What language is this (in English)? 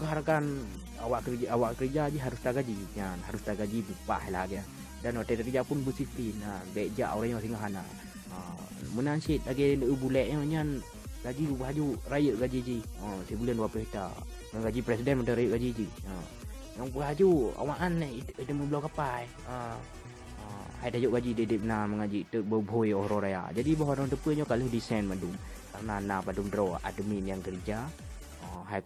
Achinese